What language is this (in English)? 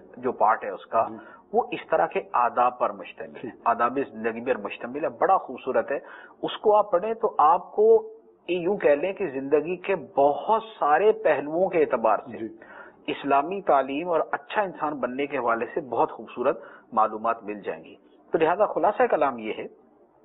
Urdu